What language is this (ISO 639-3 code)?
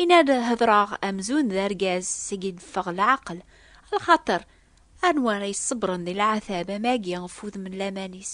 kab